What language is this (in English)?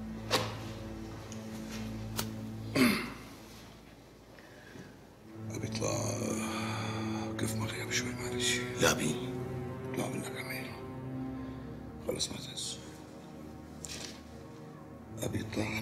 North Levantine Arabic